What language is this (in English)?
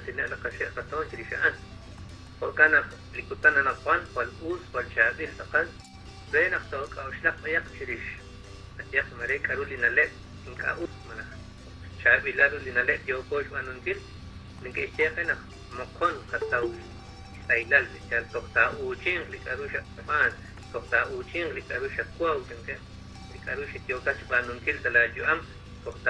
Kekchí